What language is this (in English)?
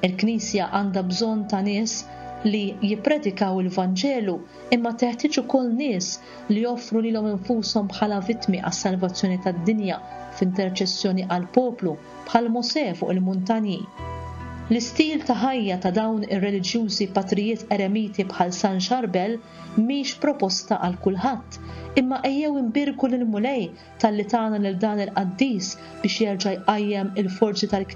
Maltese